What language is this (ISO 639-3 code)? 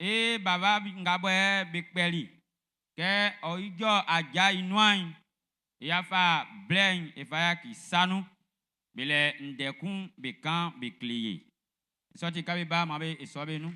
bci